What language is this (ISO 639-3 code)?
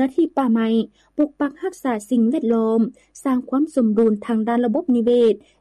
lao